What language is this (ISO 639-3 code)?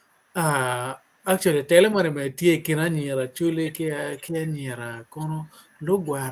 ach